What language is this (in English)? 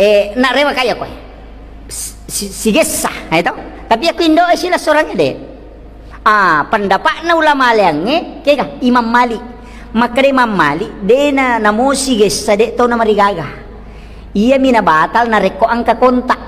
Buginese